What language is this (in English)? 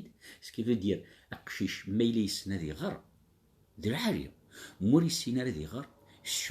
Kabyle